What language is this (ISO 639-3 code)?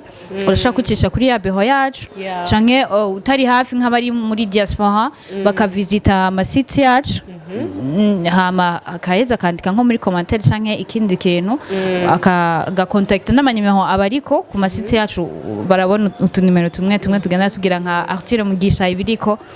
run